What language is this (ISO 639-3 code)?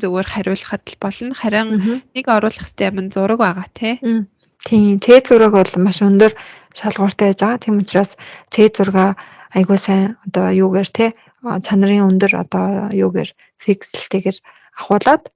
mon